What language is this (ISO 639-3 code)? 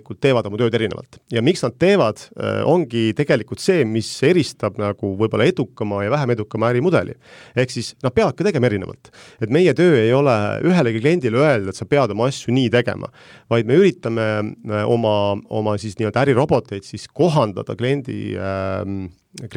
est